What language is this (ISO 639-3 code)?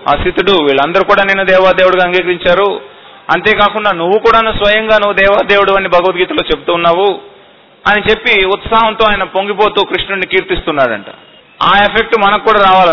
tel